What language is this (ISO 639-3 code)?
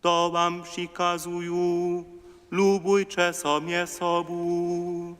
hsb